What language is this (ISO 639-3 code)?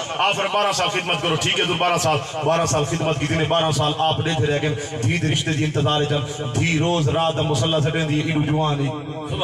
skr